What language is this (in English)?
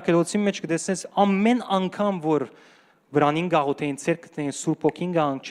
Western Armenian